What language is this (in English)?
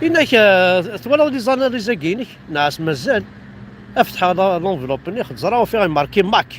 Kabyle